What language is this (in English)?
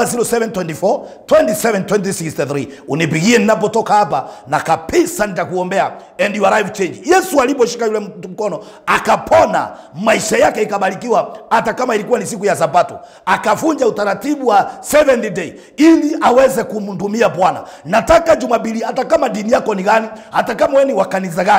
Swahili